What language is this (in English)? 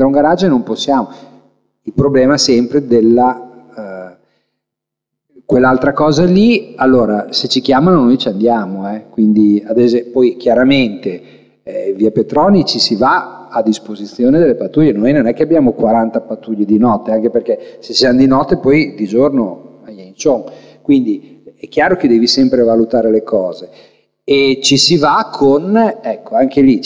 Italian